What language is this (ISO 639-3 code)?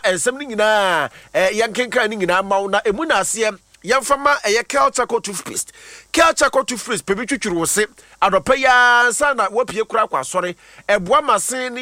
aka